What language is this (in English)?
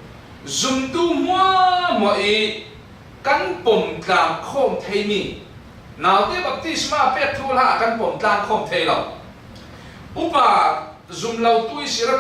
Falam Chin